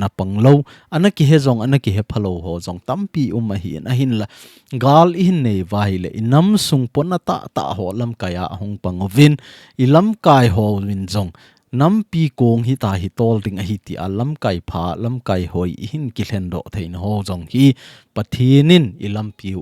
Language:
Thado Chin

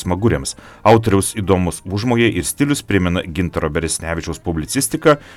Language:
Lithuanian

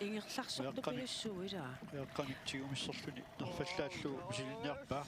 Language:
Kalaallisut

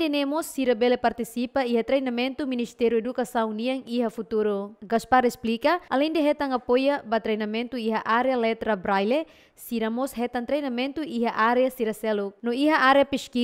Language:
Tetum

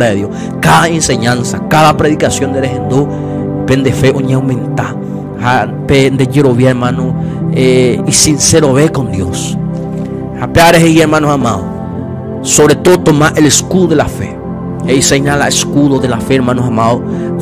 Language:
Guarani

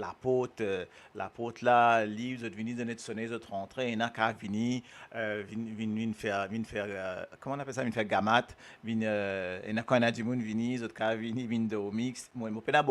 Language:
Morisyen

